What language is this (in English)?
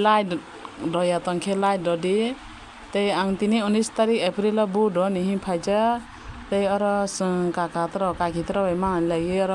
Kok Borok